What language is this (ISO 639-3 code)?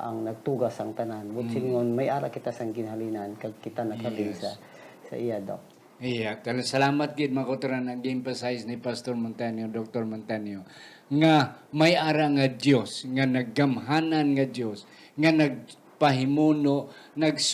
hil